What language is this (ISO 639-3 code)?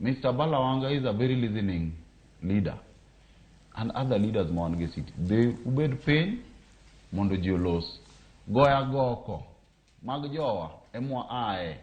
luo